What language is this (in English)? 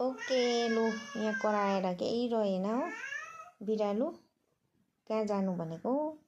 Nepali